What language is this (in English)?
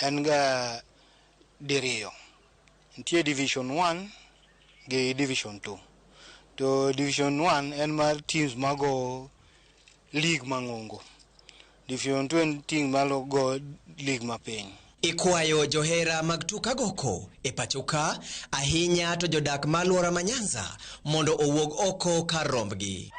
Luo (Kenya and Tanzania)